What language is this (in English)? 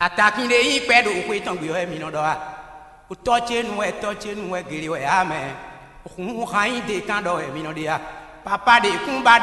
Fon